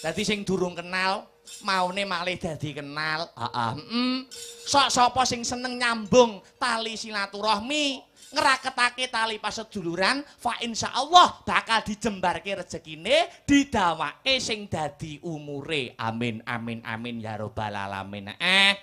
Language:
Javanese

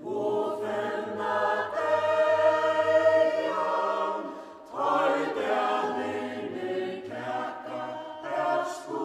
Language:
Faroese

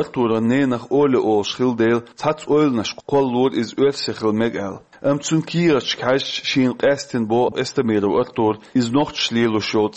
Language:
Chechen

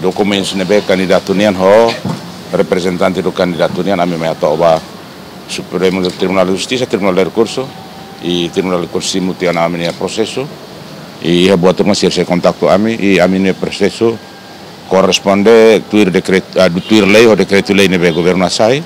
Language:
Tetum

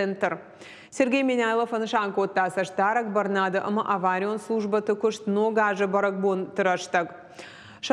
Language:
Ossetic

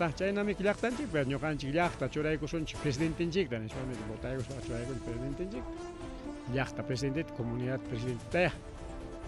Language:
Ayacucho Quechua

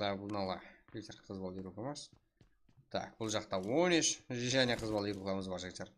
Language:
Kara-Kalpak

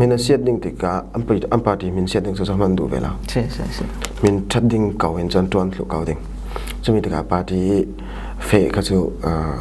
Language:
Falam Chin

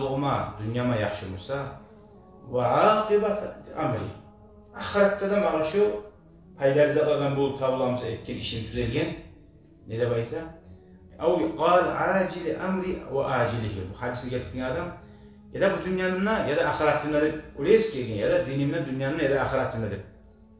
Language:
Kumyk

